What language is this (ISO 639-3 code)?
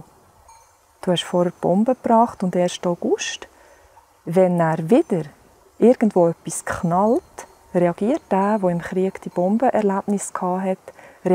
gsw